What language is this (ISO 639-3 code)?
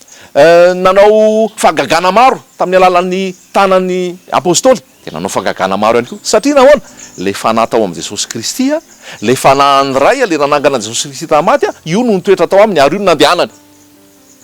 mlg